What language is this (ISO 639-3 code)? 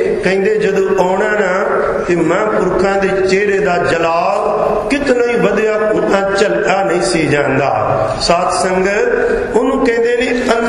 pan